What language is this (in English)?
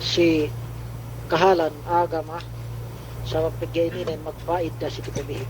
Yakan